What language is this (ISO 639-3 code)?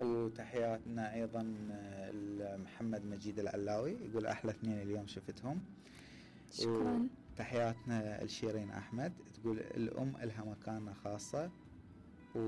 acm